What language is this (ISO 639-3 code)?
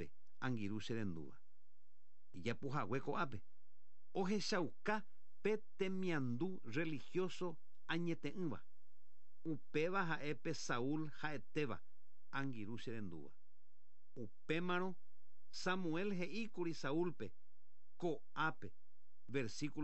grn